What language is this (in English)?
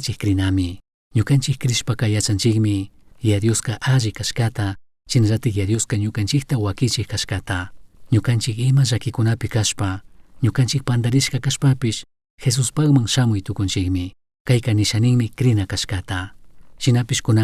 Chimborazo Highland Quichua